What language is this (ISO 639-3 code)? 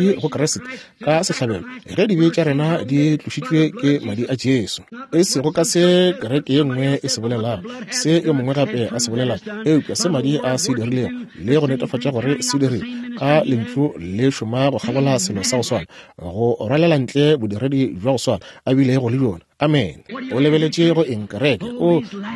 nso